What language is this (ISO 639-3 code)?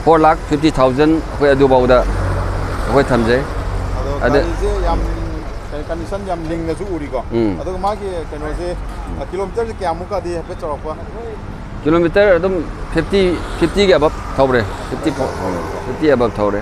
mni